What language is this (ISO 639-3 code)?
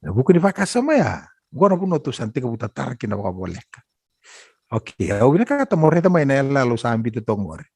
fij